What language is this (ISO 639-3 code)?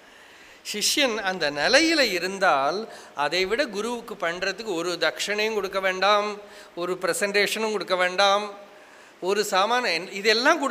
tam